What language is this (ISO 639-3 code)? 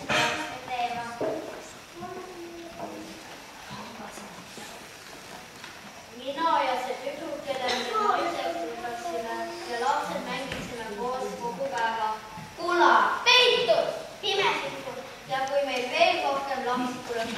est